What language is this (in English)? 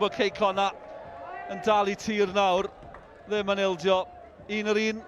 Welsh